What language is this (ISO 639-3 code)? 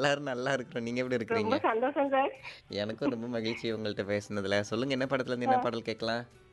tam